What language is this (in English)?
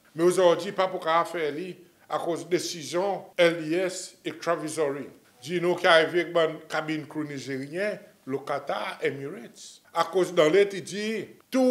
Seselwa Creole French